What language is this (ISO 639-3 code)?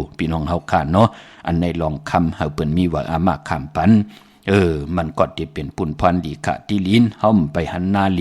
shn